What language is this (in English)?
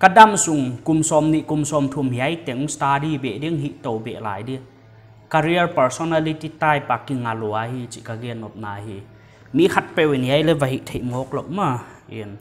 Paite Chin